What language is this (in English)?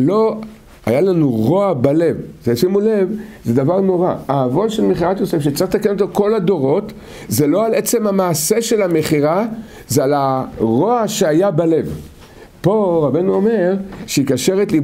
Hebrew